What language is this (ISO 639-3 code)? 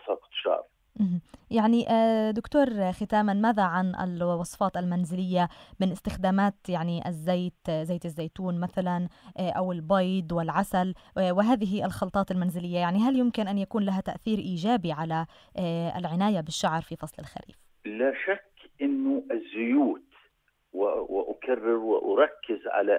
ara